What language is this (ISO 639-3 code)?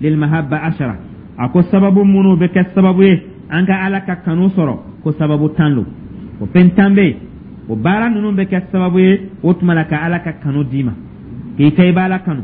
dyu